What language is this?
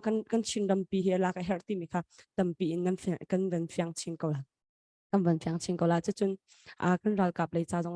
Hakha Chin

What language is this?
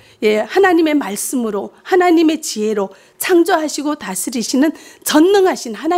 Korean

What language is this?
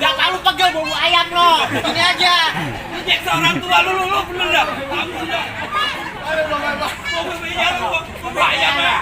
Betawi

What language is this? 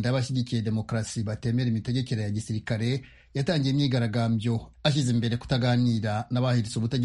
Kinyarwanda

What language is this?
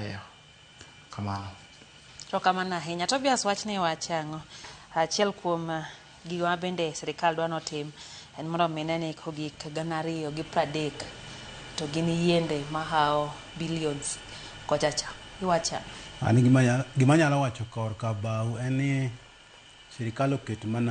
Luo (Kenya and Tanzania)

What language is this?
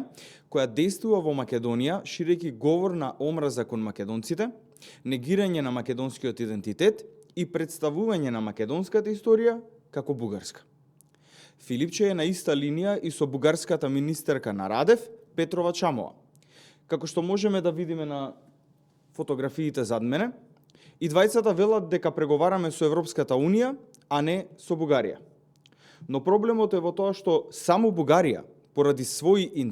Macedonian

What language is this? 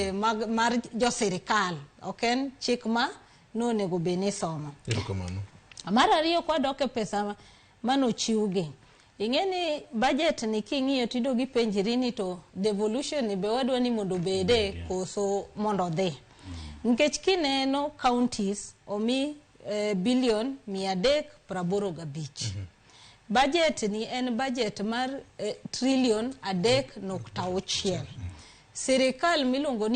Luo (Kenya and Tanzania)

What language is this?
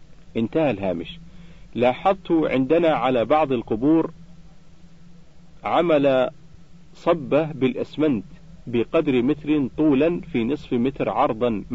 Arabic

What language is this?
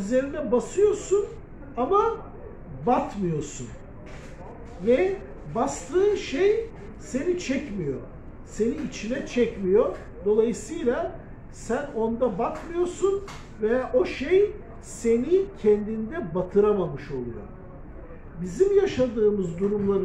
Turkish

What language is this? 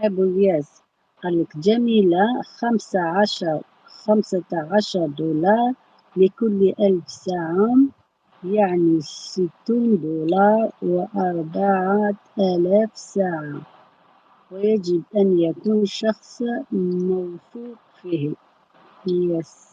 Algerian Arabic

